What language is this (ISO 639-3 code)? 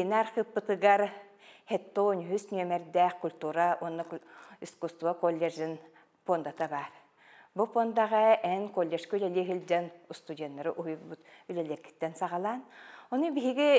sah